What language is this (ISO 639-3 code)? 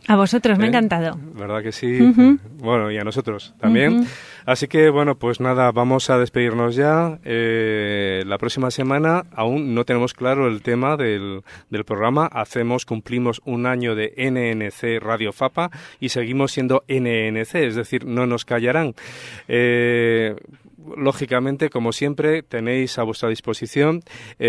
spa